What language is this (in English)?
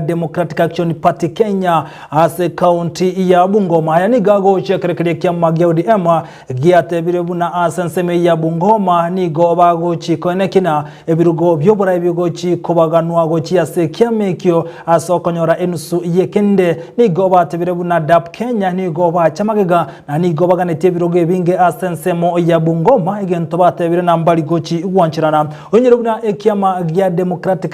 Gusii